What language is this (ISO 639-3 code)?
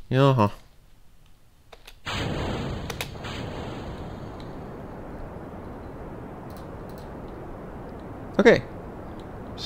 fin